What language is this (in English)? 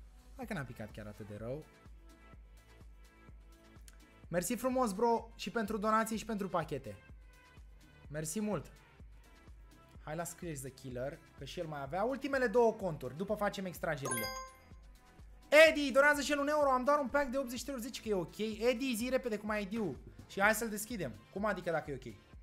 Romanian